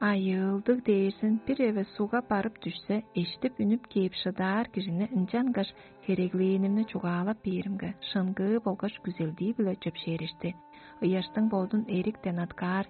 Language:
Tuvinian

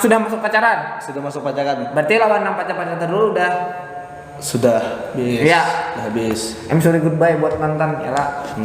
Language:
Banjar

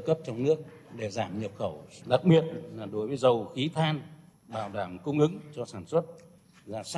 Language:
Vietnamese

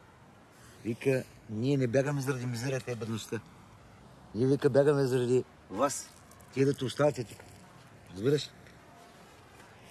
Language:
Bulgarian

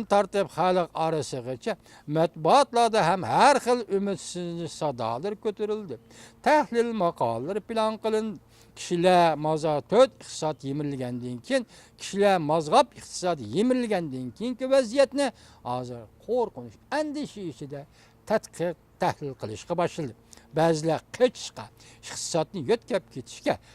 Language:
Uyghur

